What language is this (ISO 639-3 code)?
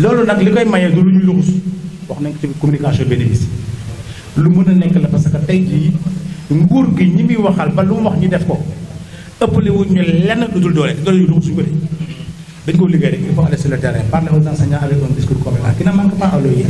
wol